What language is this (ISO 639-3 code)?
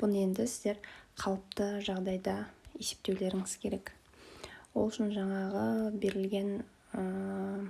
kaz